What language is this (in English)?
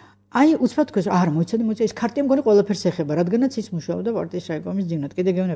Georgian